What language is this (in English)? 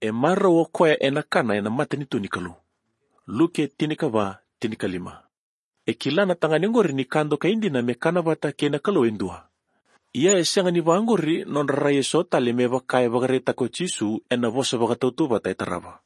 Fijian